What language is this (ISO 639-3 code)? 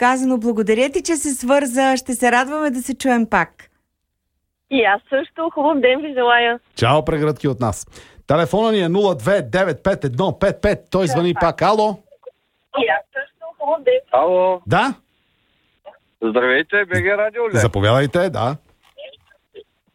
bul